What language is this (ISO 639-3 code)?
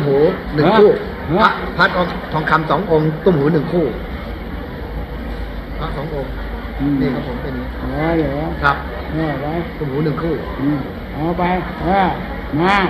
tha